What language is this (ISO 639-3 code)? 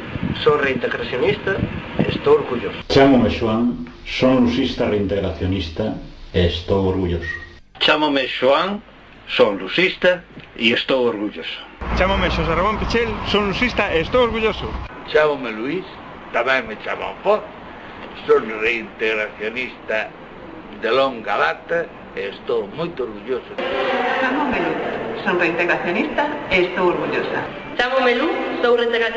glg